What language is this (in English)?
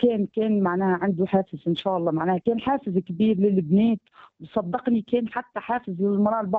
Tunisian Arabic